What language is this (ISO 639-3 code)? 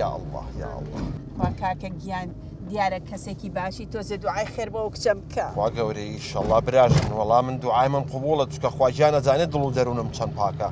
ckb